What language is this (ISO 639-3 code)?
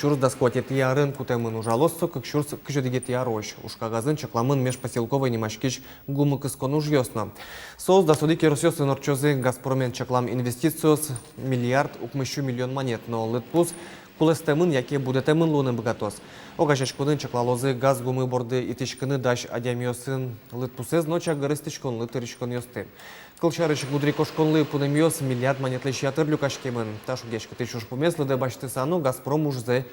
udm